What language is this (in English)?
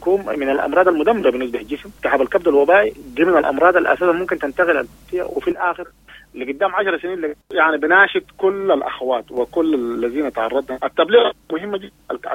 Sudanese Arabic